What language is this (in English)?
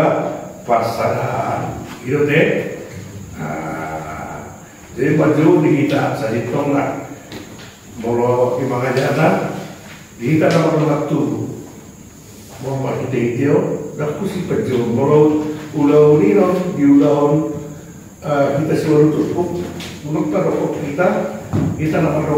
Batak Toba